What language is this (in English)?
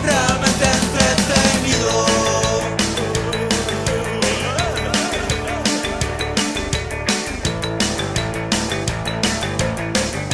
Spanish